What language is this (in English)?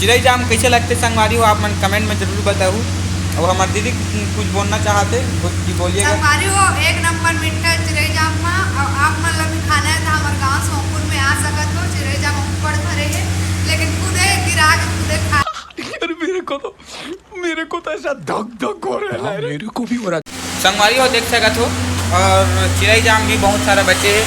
Chhattisgarhi